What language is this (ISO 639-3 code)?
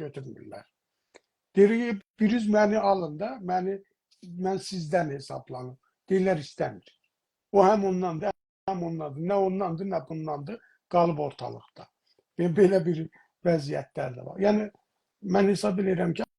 azb